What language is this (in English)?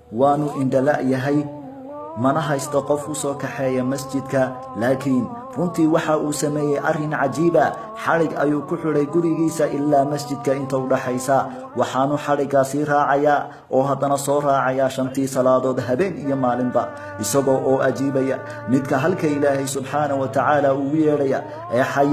Somali